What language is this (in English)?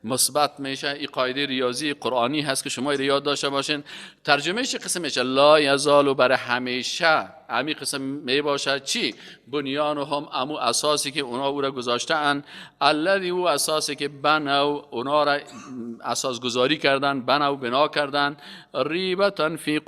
Persian